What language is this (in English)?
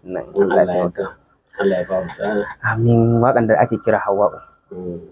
Hausa